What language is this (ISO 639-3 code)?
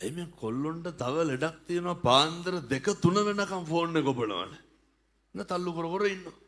sin